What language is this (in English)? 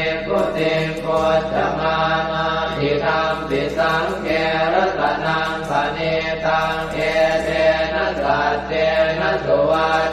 Pali